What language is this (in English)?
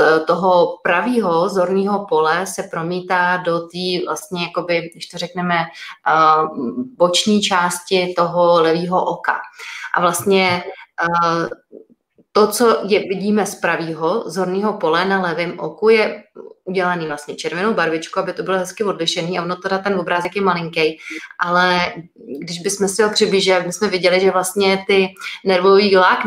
Czech